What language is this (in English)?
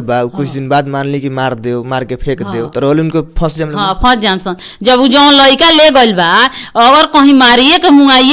Bhojpuri